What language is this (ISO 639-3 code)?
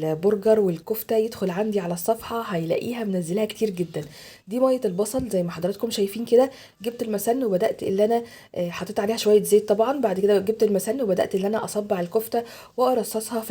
arz